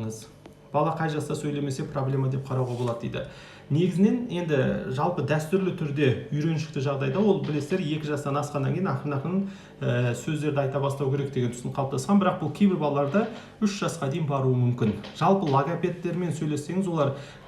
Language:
Kazakh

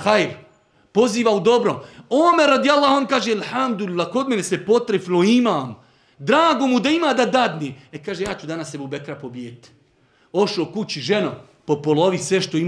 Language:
Bosnian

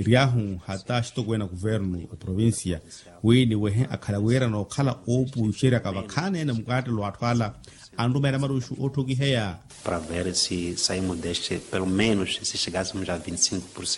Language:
Makhuwa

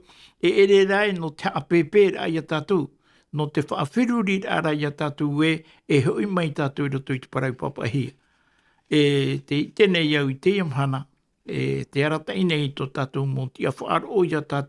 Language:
Tahitian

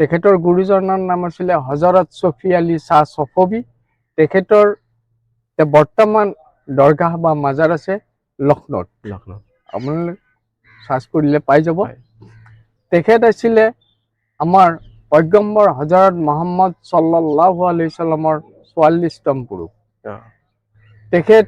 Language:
Assamese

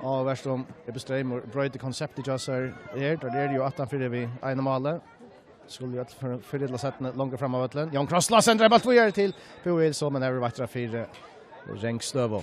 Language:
Faroese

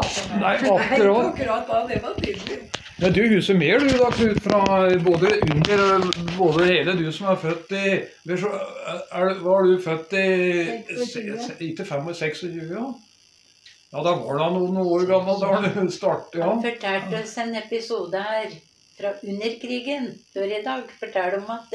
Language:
Norwegian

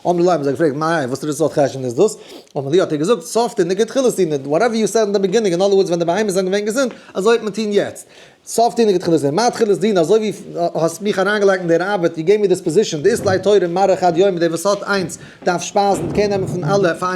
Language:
Yiddish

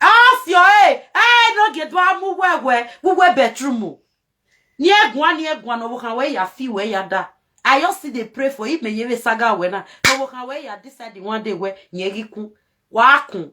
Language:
Nigerian Pidgin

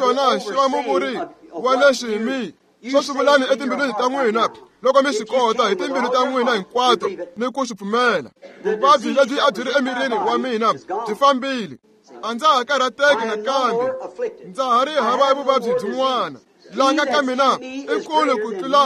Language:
Tsonga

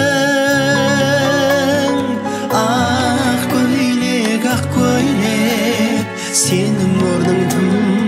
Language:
Kazakh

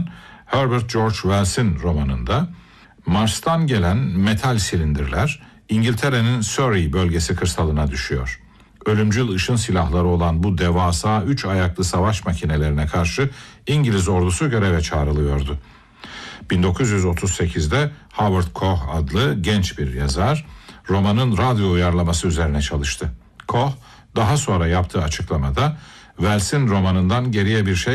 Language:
Turkish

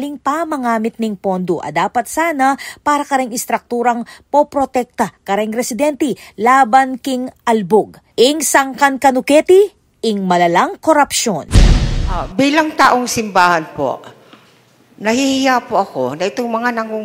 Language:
Pampanga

